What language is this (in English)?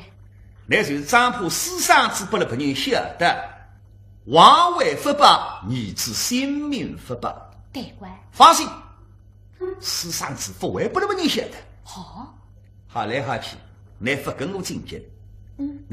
Wu Chinese